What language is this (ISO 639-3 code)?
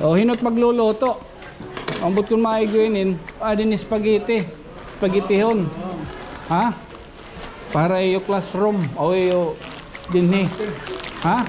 war